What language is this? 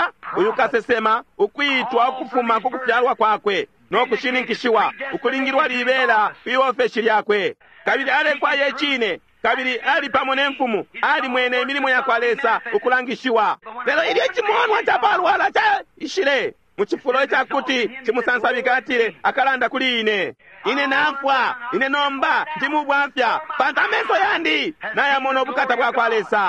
Bemba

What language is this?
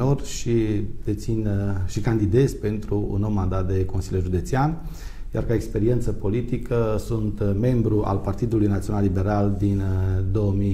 Romanian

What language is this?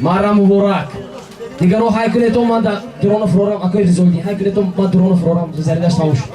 Tajik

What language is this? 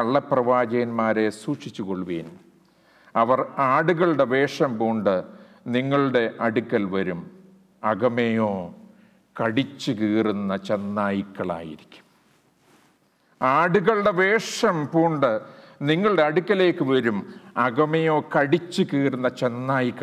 Malayalam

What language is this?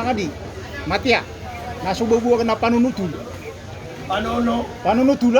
Maranao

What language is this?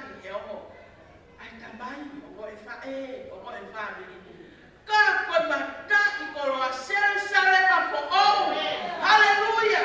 Tongan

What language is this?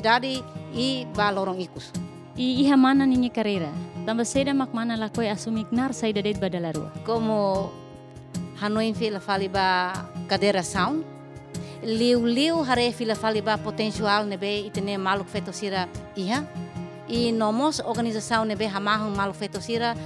Tetum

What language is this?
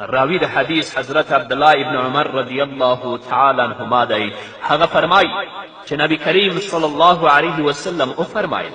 Pashto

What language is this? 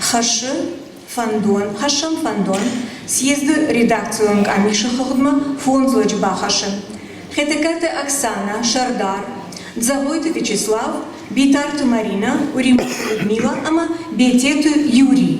Ossetic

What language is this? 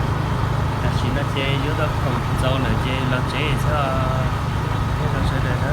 Hmong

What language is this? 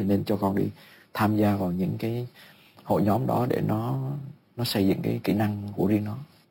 Vietnamese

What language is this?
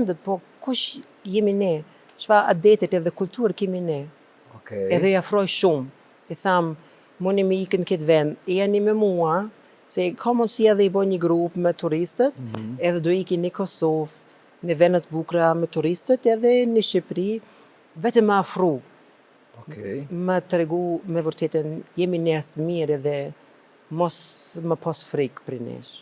Albanian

